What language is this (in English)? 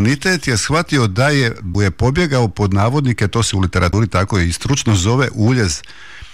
Croatian